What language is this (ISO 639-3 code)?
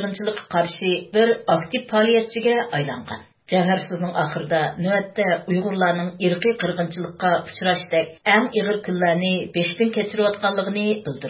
uig